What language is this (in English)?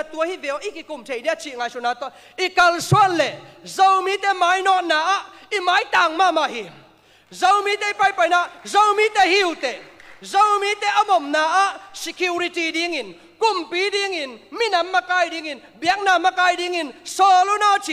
Tedim Chin